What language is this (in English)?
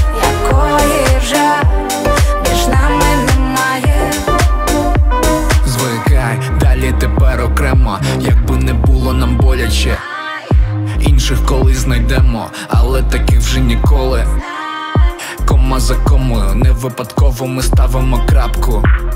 Ukrainian